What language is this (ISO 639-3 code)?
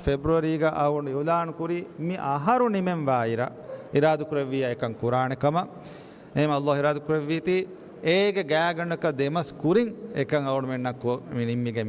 div